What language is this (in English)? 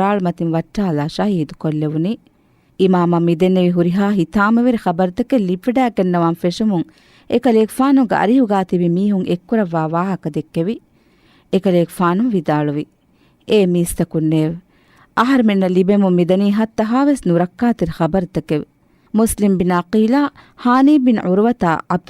Divehi